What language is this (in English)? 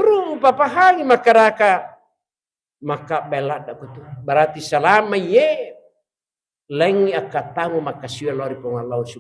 Buginese